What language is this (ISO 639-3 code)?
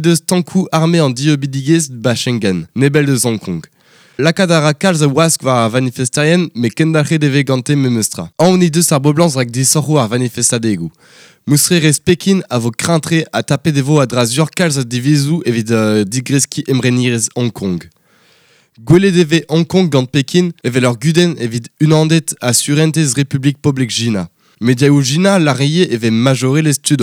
bre